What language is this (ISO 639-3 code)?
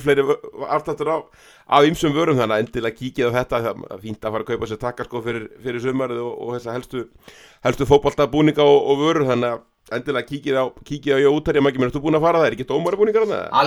isl